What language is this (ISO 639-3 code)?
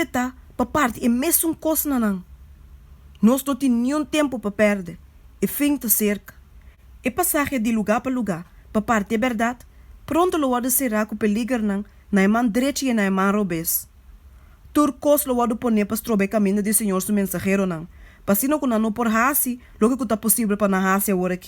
pap